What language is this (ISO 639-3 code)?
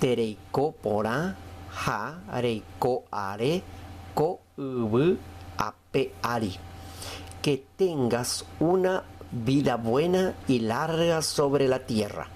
grn